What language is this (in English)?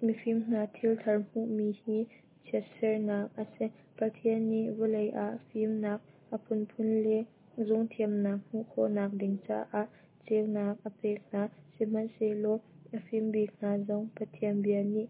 Hakha Chin